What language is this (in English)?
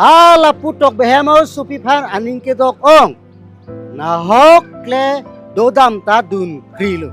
Karbi